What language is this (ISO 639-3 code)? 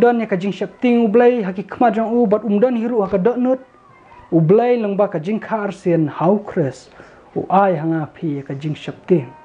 kha